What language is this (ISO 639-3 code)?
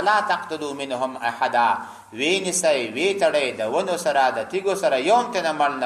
pus